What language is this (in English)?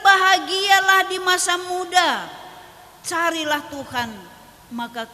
Batak Karo